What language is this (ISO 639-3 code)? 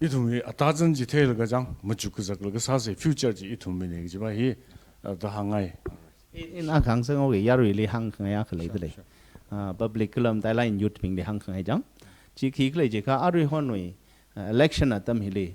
nmf